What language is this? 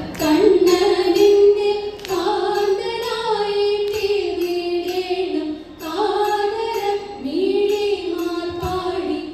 Malayalam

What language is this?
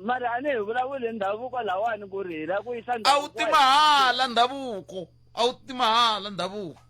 Tsonga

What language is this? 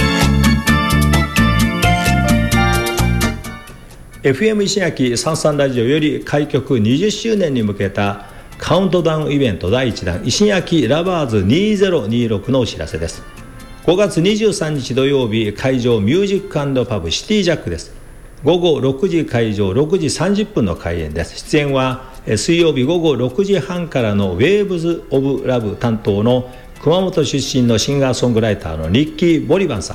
Japanese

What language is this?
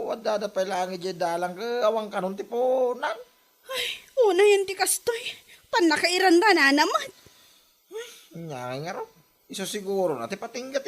Iloko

